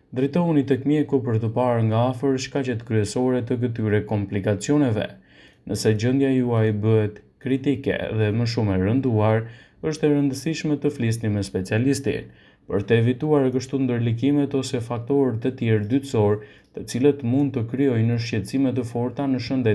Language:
Albanian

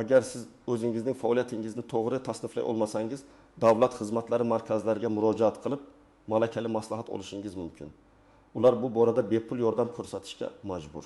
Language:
Uzbek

